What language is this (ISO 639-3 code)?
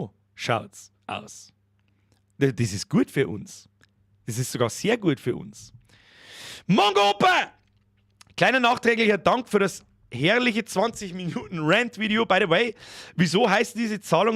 bar